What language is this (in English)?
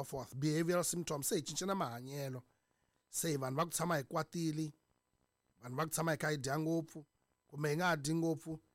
Tsonga